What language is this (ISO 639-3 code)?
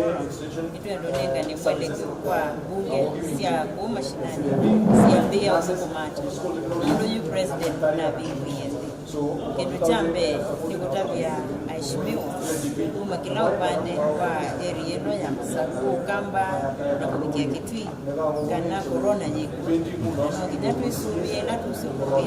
kam